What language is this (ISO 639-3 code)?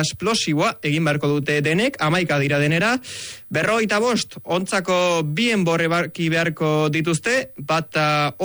eus